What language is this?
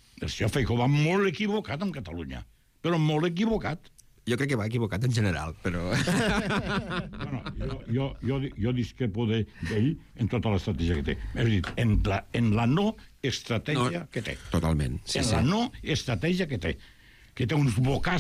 Catalan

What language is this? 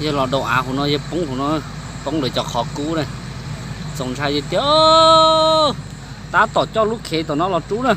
Hmong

